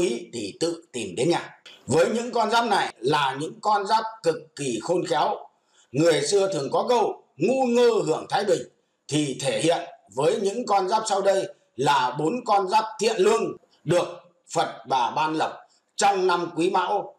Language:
Vietnamese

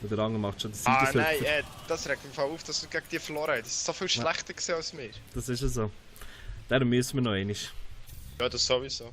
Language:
Swiss German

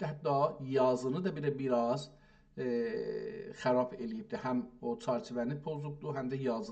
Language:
South Azerbaijani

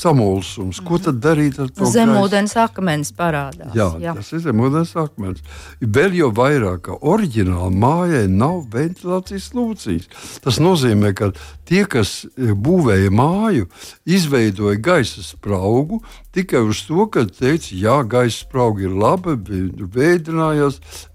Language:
Latvian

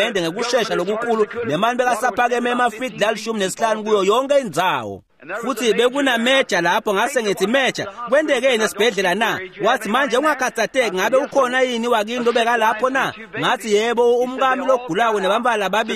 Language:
Swati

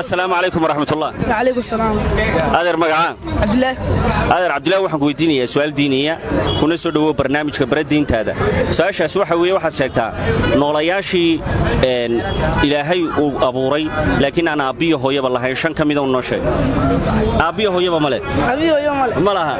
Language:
Somali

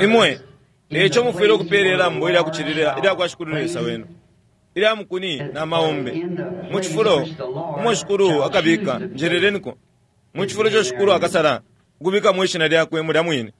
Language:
Bemba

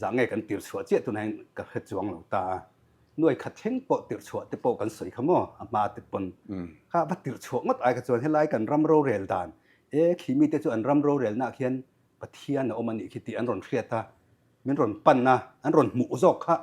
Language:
Mizo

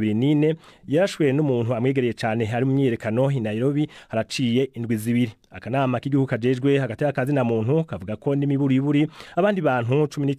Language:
Rundi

